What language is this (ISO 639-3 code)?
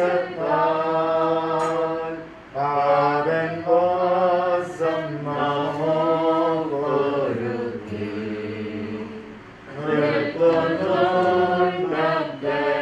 mal